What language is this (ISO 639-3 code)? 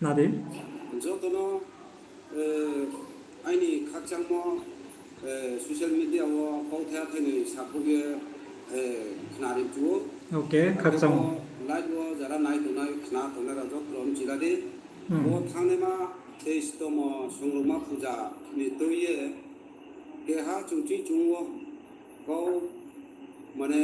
ria